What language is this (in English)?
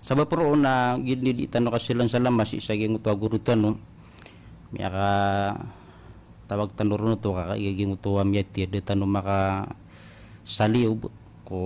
Maranao